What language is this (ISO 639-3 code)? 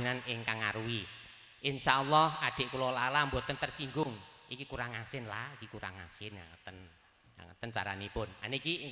jav